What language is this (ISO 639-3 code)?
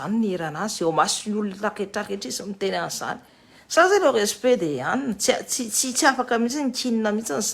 mlg